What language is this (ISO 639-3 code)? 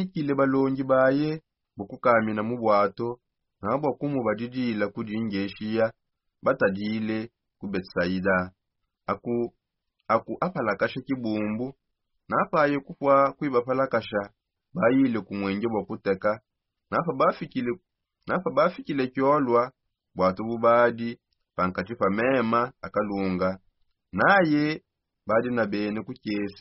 sop